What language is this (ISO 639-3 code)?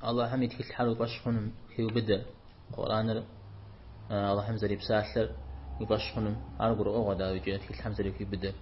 kbd